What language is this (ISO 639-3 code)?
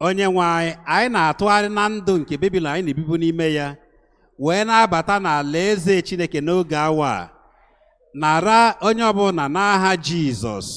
ibo